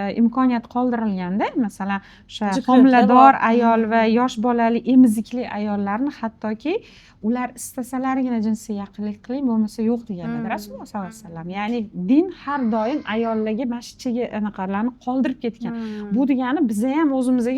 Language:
Uzbek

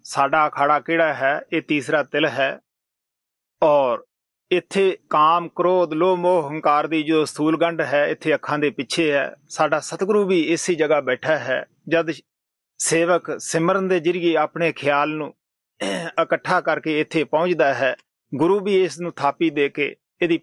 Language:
Punjabi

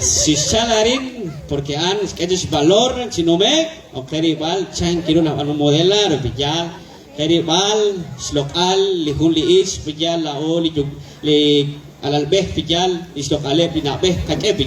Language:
Kekchí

